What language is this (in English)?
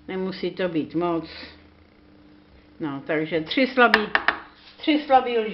Czech